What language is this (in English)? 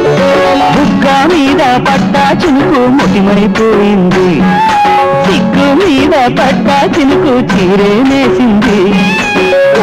Telugu